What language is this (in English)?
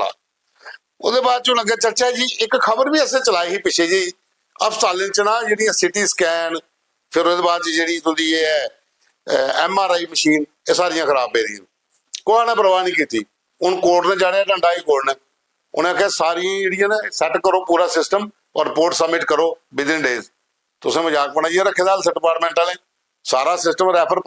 Dogri